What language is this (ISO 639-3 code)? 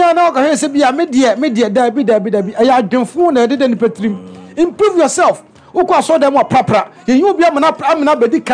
aka